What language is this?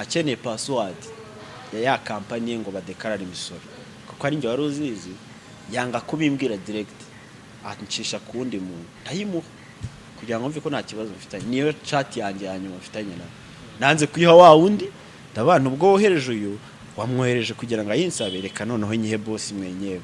Kinyarwanda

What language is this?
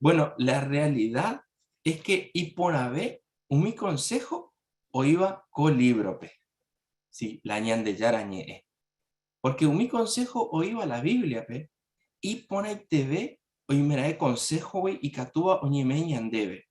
Guarani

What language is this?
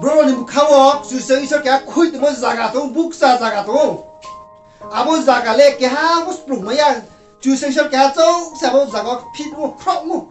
Riang (India)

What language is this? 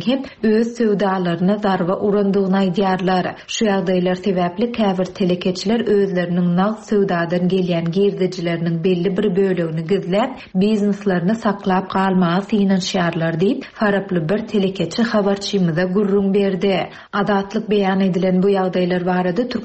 Turkmen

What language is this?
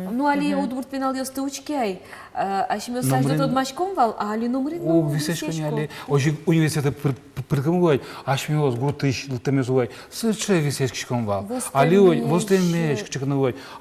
Udmurt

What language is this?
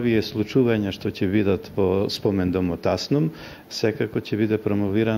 Macedonian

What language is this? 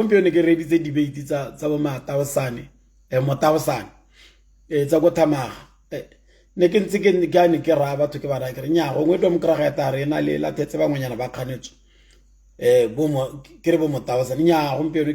Tswana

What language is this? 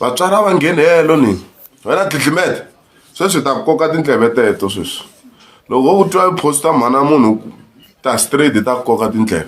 Tsonga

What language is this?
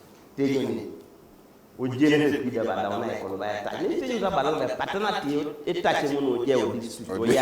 Teso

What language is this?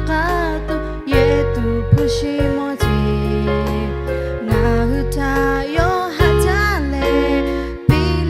Lahu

